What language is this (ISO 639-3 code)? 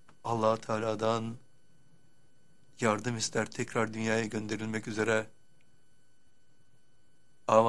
tur